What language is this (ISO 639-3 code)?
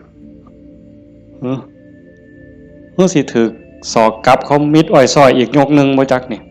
tts